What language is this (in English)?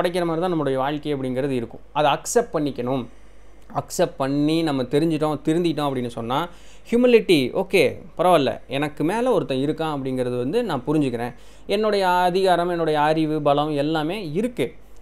Tamil